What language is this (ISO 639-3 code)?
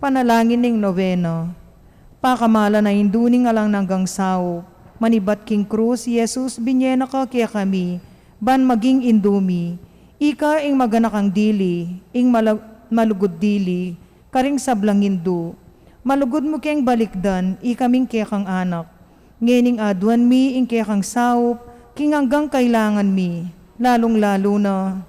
pam